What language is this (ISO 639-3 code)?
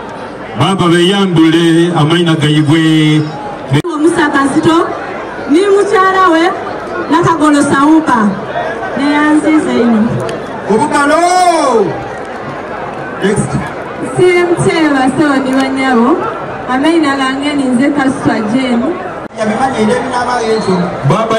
xog